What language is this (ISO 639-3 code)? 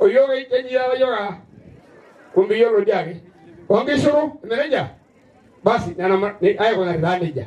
mas